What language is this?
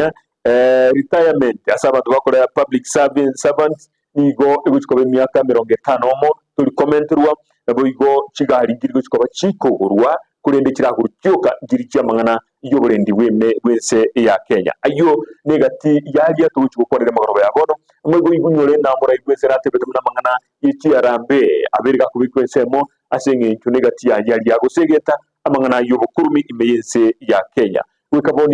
Gusii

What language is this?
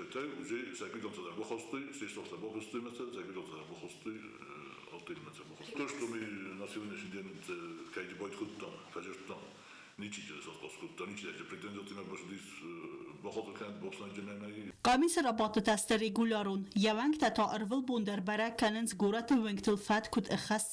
Ossetic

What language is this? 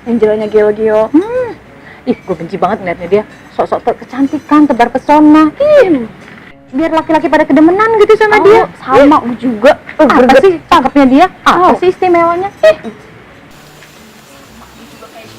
Betawi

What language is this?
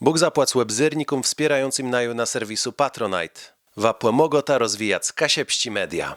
Kashubian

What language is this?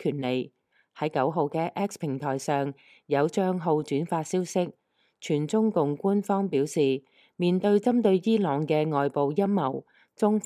Cantonese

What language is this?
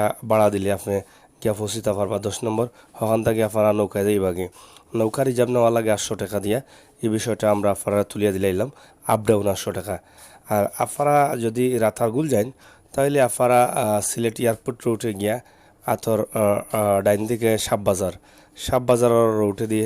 Sylheti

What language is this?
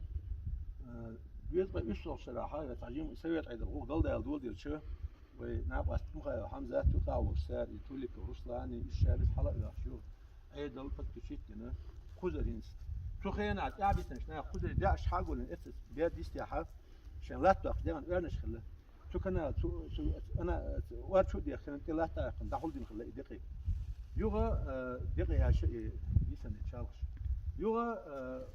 Chechen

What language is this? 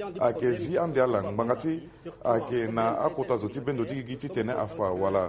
Sango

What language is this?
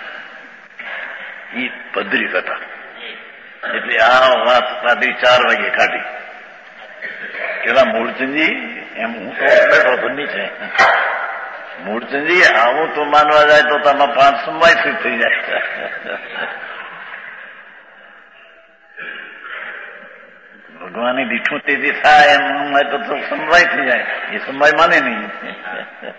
Gujarati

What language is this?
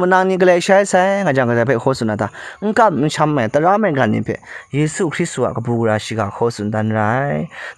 Kachin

